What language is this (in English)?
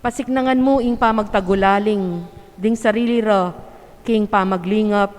Pampanga